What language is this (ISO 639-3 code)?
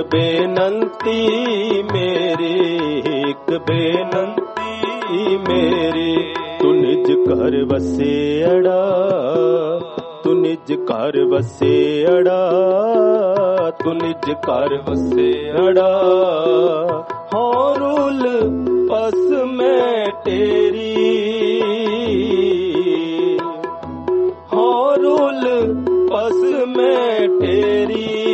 pan